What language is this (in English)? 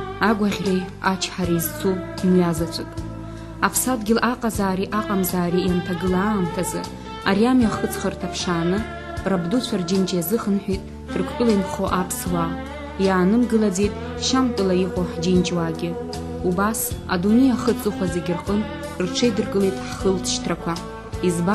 Abkhazian